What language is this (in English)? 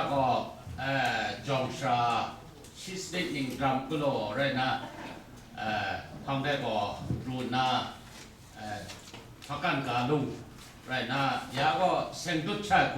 Kachin